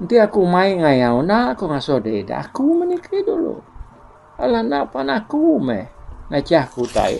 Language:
Iban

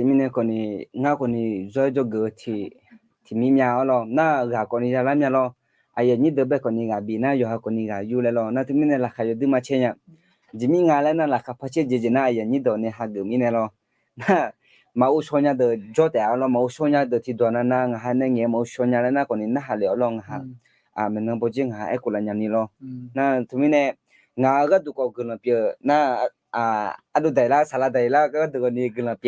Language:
Akha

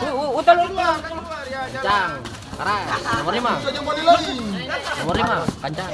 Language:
Ambonese Malay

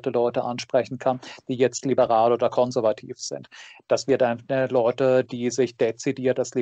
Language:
German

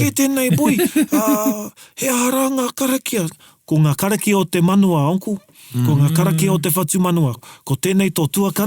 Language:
Māori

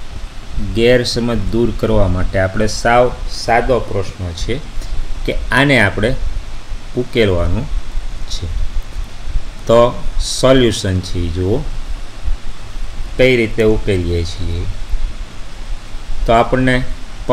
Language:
Gujarati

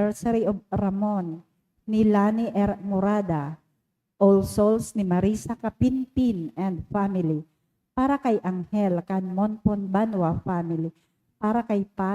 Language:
Bikol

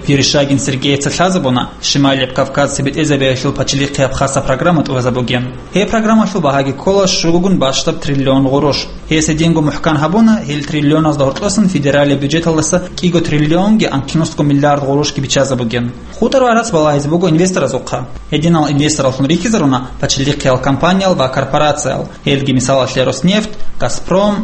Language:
Avaric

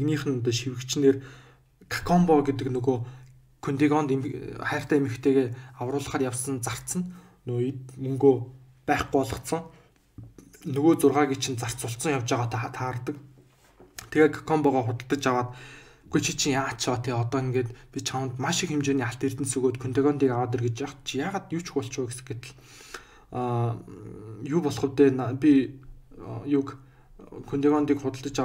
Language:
Mongolian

